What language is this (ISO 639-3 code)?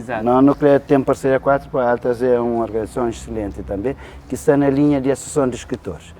kea